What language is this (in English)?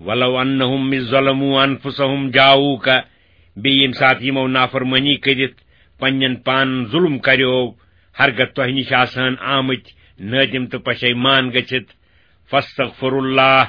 Kashmiri